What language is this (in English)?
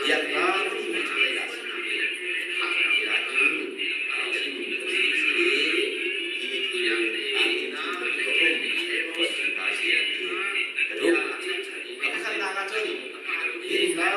Hakha Chin